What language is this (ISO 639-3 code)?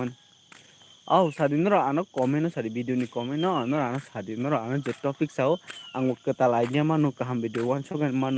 trp